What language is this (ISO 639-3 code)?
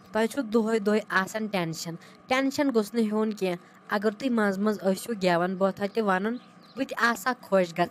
kas